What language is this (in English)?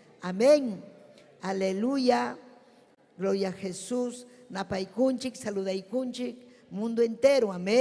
Ayacucho Quechua